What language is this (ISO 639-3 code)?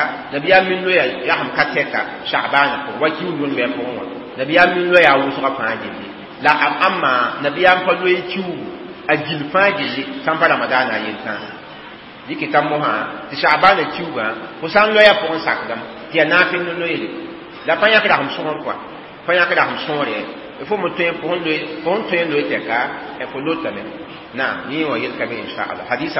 mos